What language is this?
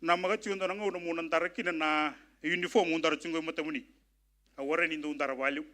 Fijian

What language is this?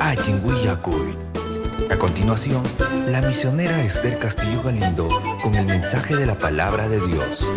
Ayacucho Quechua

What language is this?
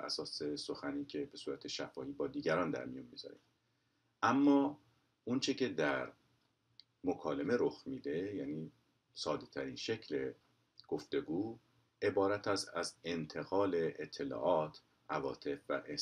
Persian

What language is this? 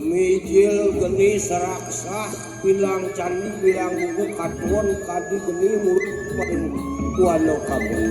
Balinese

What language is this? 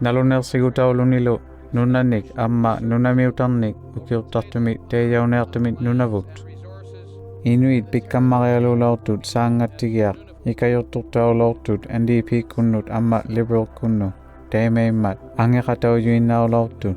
Inuktitut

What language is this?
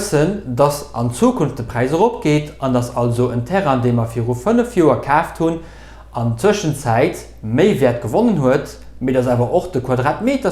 Luxembourgish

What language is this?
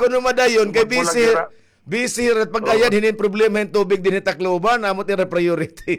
Waray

